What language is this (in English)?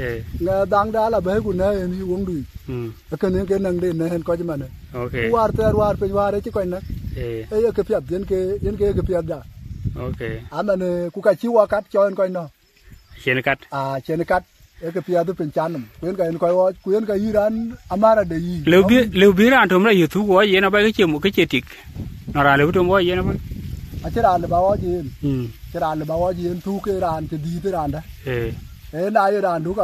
Dinka